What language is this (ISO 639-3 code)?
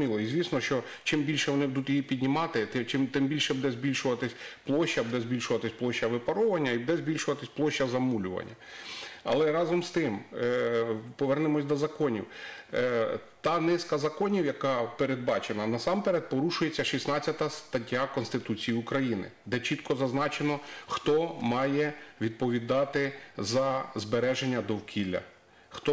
ukr